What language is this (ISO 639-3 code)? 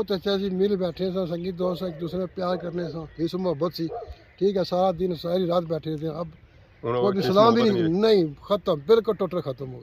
phr